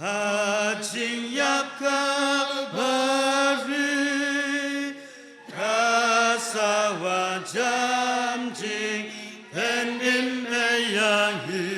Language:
Khasi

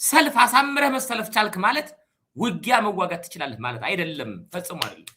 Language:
Amharic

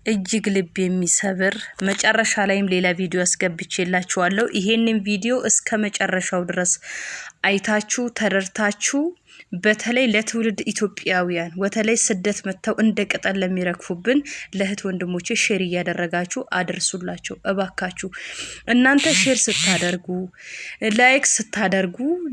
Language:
Amharic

